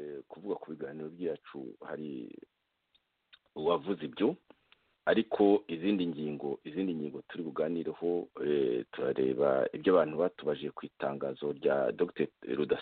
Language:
Kinyarwanda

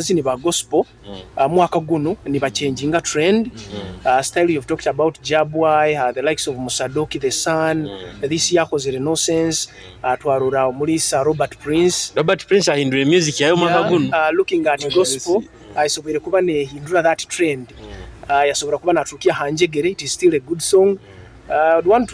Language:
Nyoro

